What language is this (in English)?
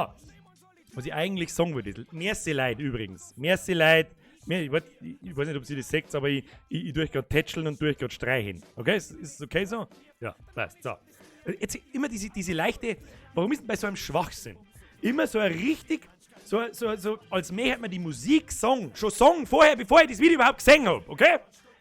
Bavarian